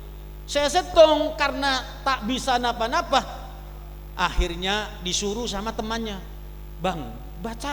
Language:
Madurese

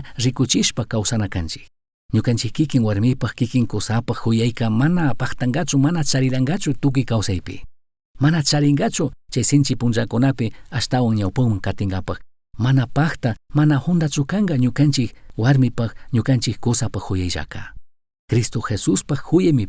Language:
Chimborazo Highland Quichua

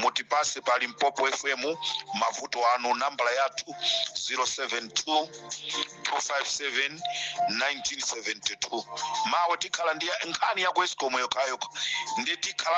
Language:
Nyanja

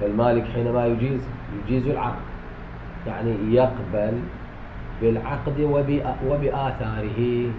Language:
Mesopotamian Arabic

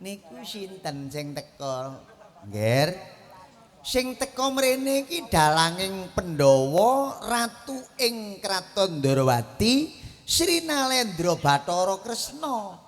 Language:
Javanese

